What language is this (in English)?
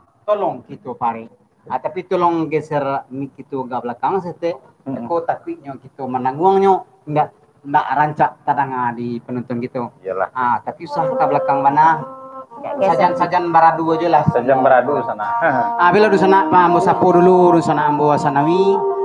Minangkabau